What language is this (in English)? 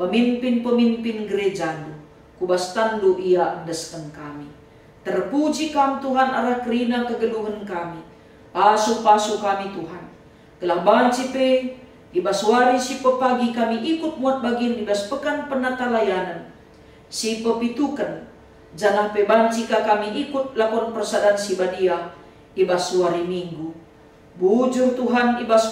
Batak Karo